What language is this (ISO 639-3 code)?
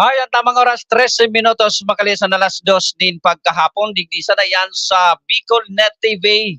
bik